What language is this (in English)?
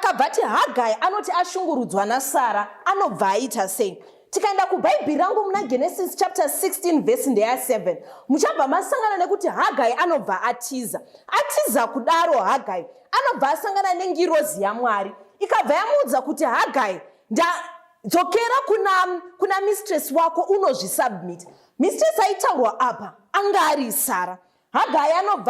Shona